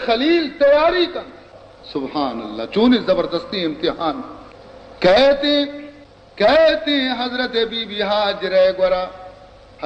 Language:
Baluchi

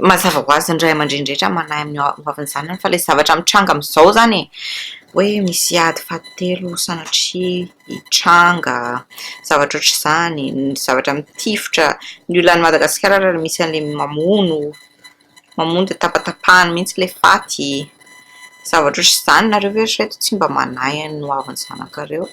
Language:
Malagasy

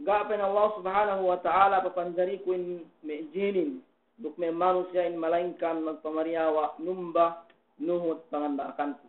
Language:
Yakan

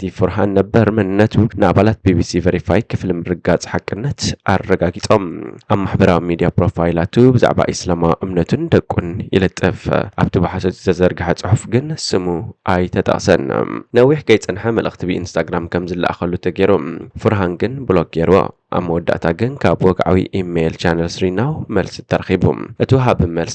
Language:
Tigrinya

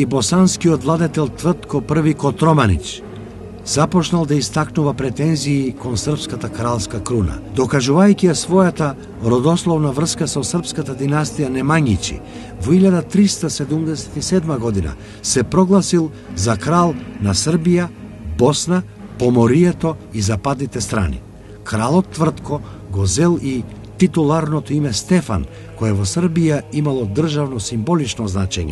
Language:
Macedonian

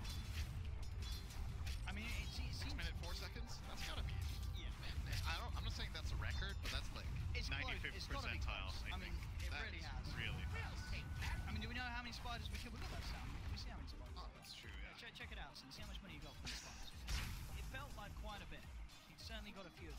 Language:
English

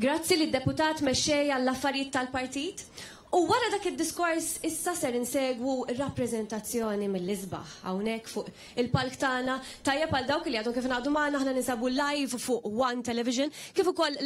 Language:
Maltese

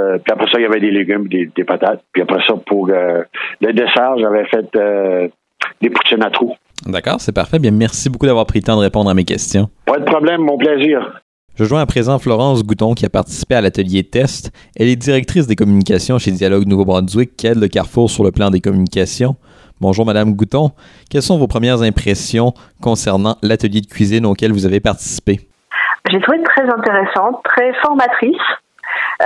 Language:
French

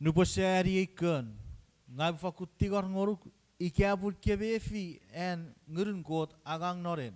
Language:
Chuukese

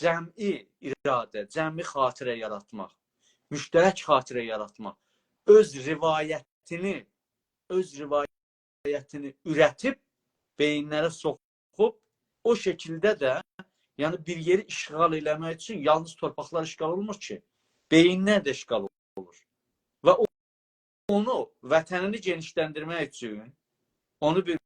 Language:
South Azerbaijani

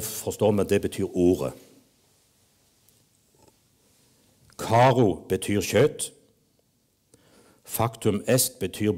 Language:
Norwegian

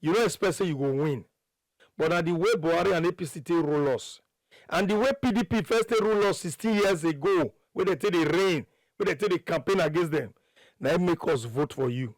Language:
Nigerian Pidgin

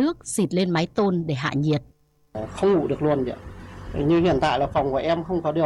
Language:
Vietnamese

